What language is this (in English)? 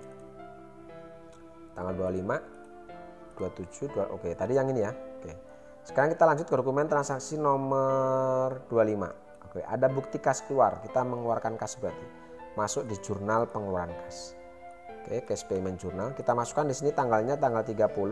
Indonesian